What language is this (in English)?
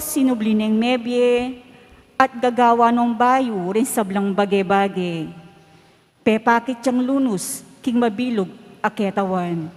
Pampanga